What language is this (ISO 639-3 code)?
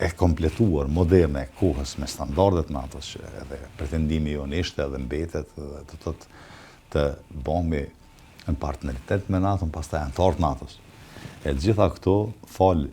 sqi